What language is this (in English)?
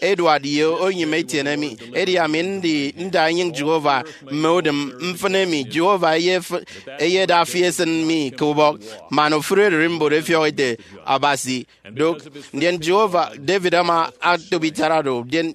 Efik